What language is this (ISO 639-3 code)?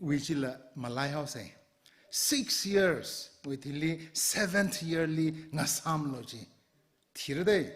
nmf